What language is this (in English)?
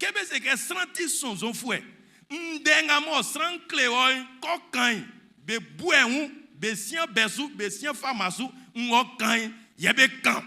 Baoulé